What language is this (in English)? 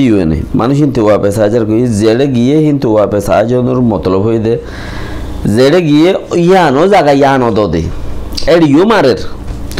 Rohingya